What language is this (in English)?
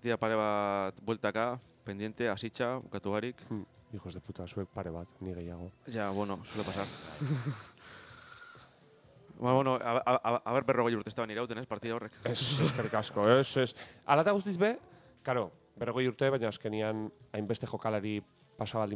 Basque